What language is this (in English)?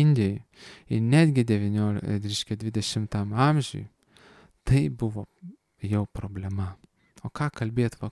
Lithuanian